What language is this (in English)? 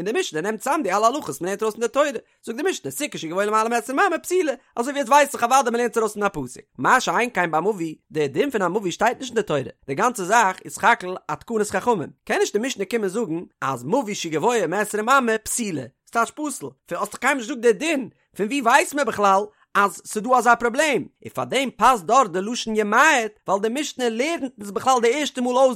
Yiddish